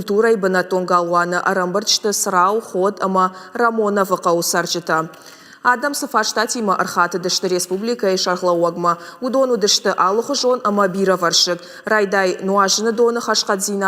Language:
Ossetic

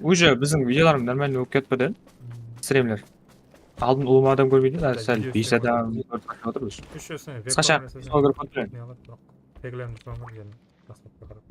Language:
Kara-Kalpak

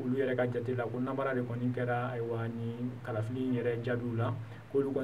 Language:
Bambara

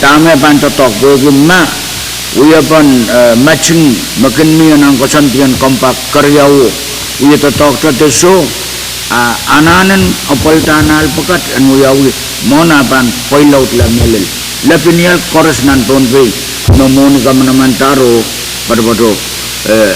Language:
Pohnpeian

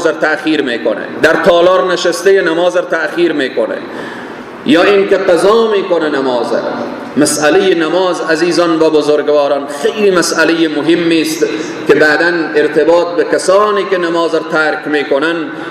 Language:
Persian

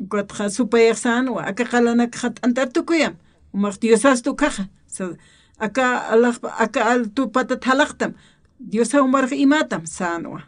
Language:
Aymara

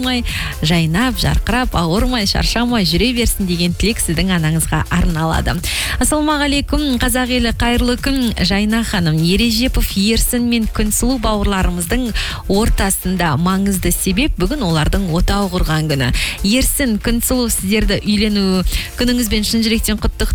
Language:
Kazakh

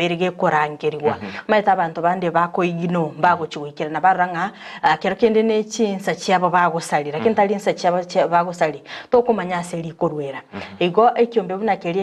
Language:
Gusii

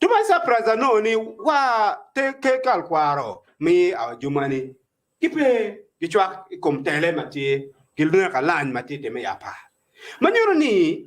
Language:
Acoli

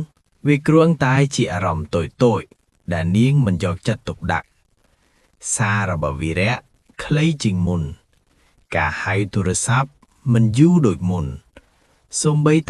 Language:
Khmer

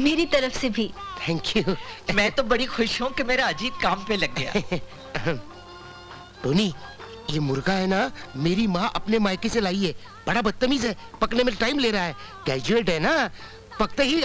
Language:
Hindi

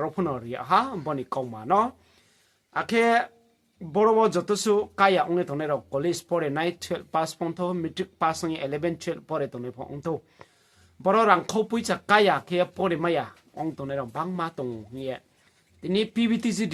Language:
Riang (India)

